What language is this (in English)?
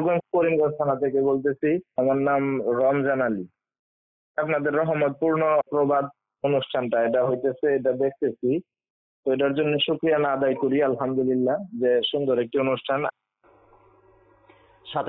Bangla